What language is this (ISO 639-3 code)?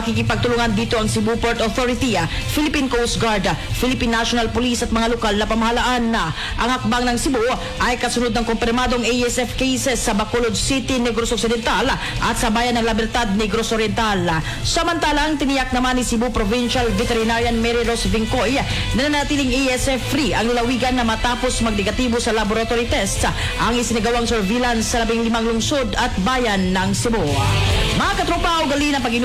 fil